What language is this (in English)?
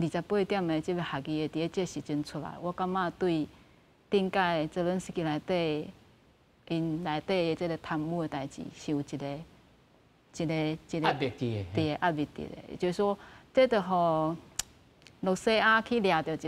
Min Nan Chinese